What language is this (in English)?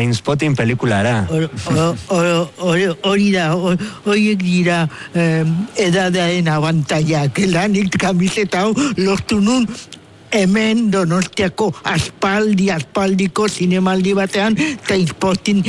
Basque